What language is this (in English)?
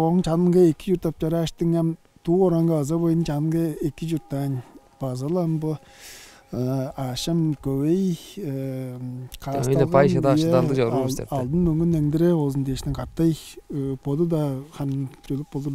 Tuvinian